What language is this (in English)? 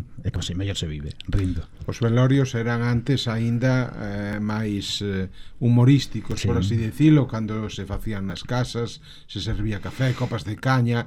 Galician